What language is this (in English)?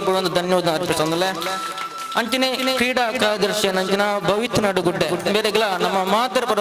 Tulu